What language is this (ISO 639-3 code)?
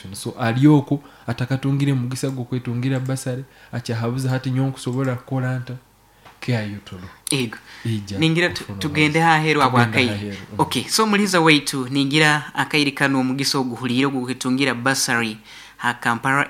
nyo